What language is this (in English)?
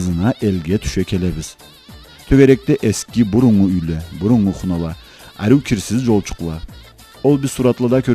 Karachay-Balkar